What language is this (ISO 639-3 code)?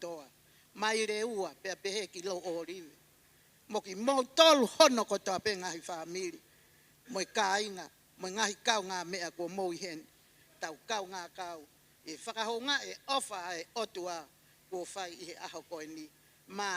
ton